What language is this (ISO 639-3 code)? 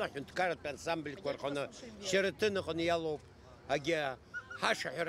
abk